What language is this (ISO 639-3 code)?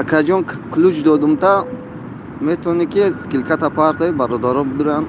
tgk